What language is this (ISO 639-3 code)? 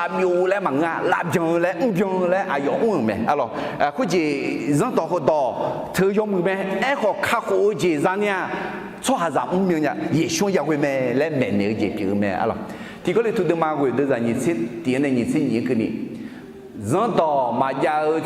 ahk